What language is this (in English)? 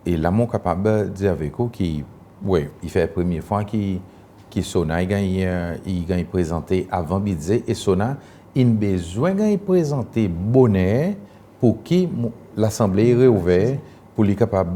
Seselwa Creole French